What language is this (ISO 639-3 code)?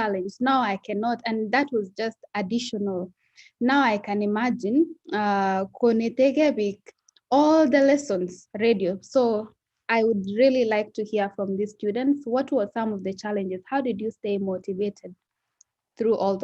kln